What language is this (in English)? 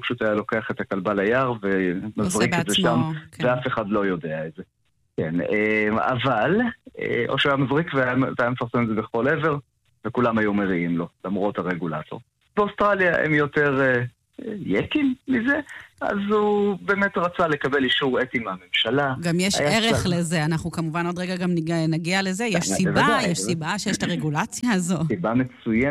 Hebrew